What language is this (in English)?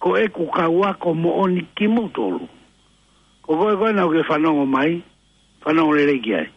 Tongan